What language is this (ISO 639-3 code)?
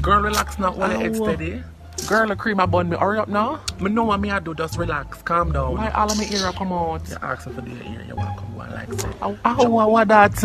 jam